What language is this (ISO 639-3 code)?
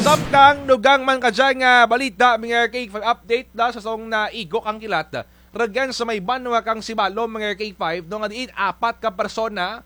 krj